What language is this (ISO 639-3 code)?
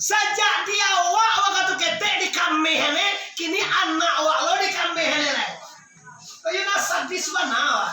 min